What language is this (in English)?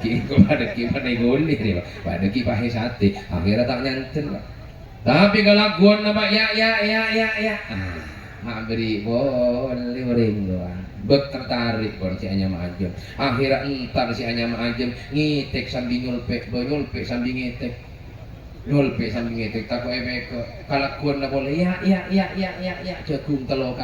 Madurese